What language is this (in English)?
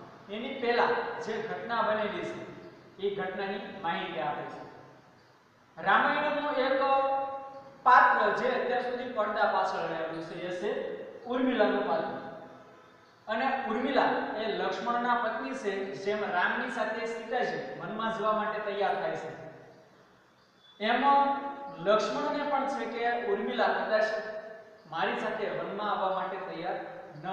Gujarati